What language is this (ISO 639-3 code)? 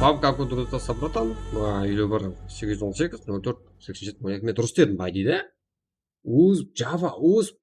kaa